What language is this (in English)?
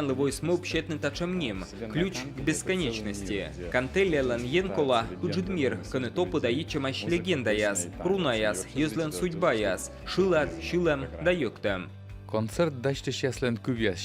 Komi